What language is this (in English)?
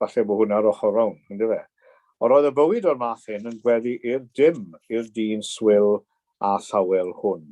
Welsh